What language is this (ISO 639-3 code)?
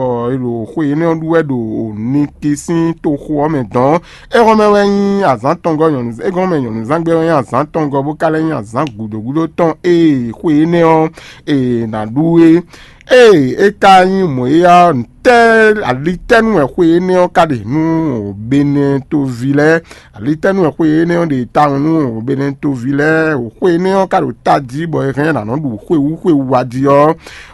fon